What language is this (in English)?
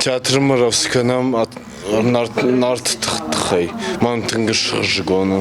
Ossetic